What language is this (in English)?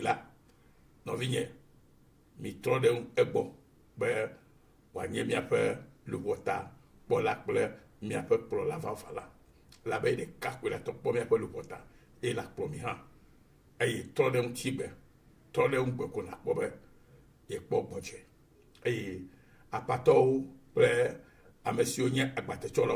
Ewe